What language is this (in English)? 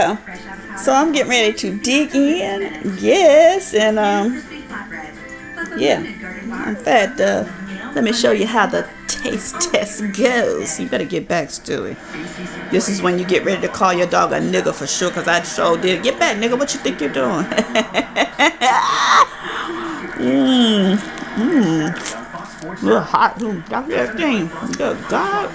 English